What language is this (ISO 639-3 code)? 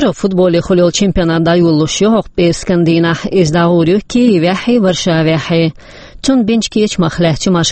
che